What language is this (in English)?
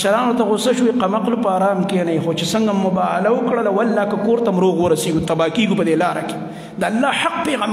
Pashto